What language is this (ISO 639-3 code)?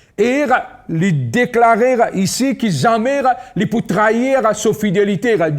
mfe